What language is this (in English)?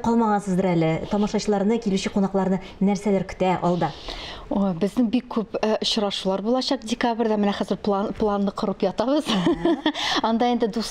Tatar